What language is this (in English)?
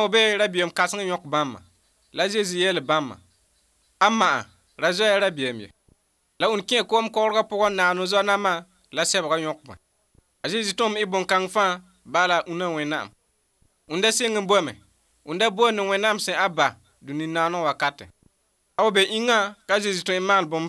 Mossi